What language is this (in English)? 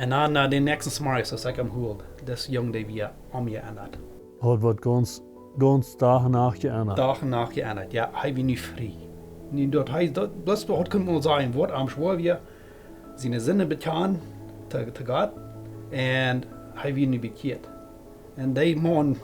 Plautdietsch